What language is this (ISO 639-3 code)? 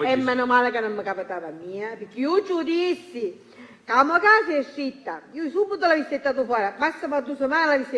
scn